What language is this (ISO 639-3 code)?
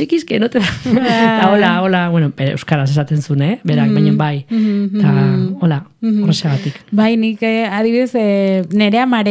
eus